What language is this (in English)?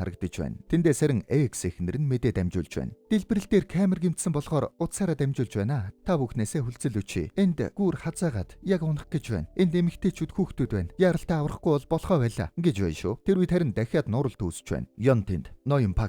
Mongolian